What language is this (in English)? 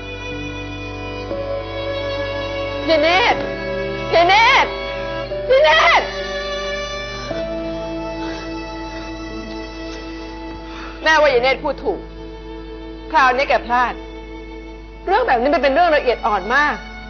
Thai